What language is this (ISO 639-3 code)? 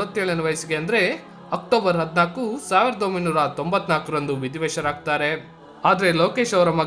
kan